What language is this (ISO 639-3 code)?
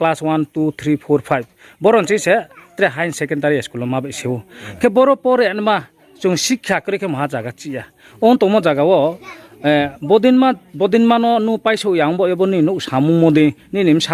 ria